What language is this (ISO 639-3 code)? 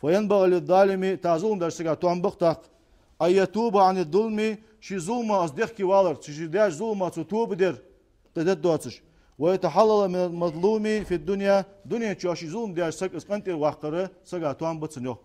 inh